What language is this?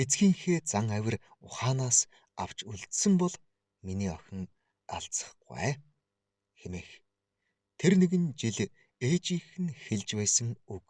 Mongolian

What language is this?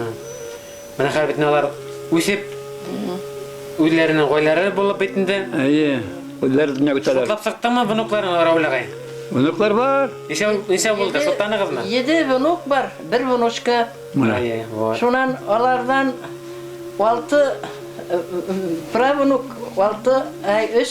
Bashkir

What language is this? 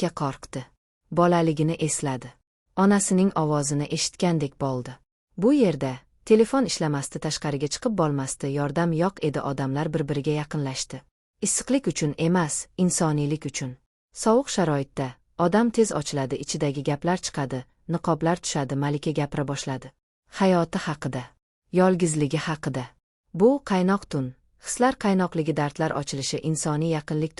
Uzbek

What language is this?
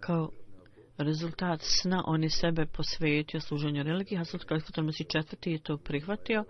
Bosnian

